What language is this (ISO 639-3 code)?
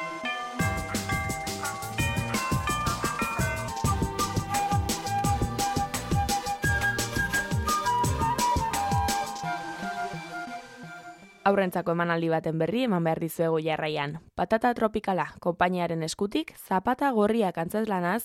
eus